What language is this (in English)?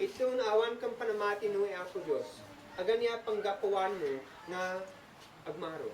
Isnag